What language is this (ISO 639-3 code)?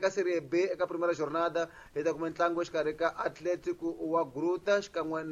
tso